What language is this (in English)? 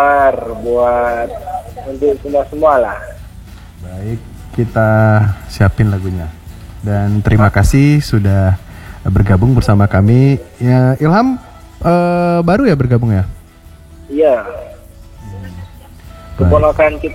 Indonesian